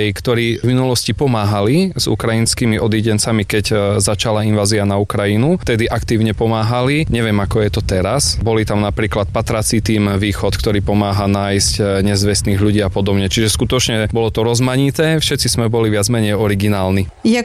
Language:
Slovak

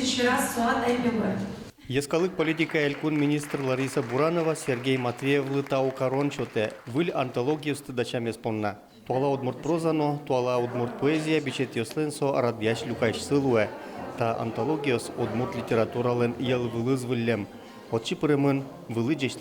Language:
Udmurt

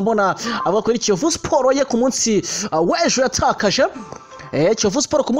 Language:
Kinyarwanda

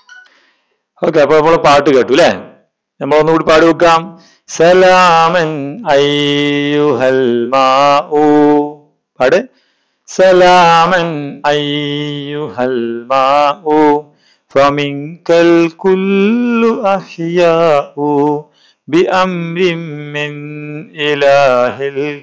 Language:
Malayalam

